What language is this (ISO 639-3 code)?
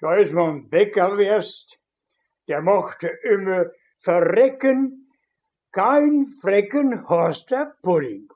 wep